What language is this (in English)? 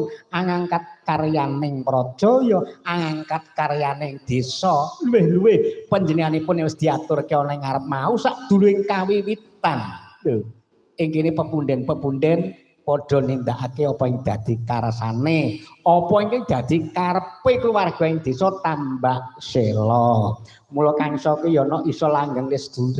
Javanese